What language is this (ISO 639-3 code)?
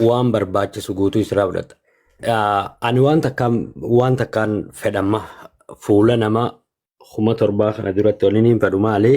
orm